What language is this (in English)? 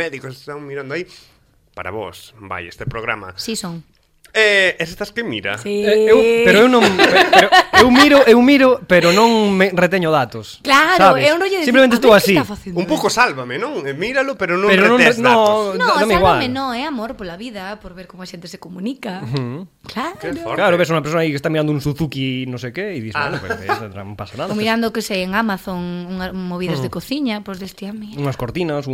Galician